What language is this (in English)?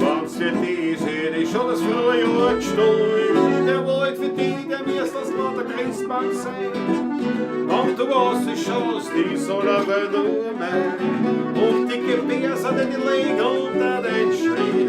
Bavarian